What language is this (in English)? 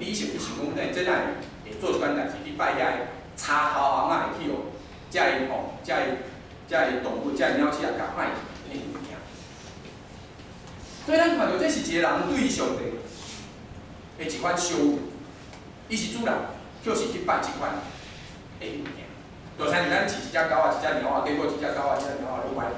Min Nan Chinese